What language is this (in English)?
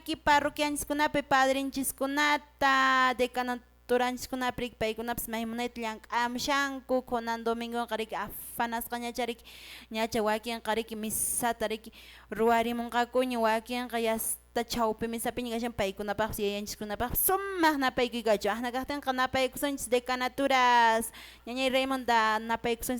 Quechua